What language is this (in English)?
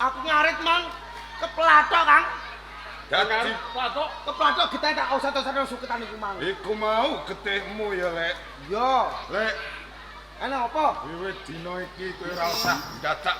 Javanese